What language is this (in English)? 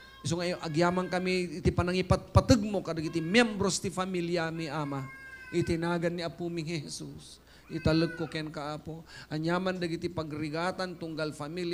Iloko